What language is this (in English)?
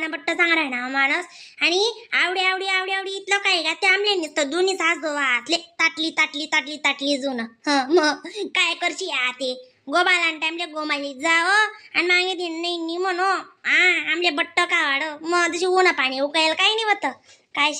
Khandesi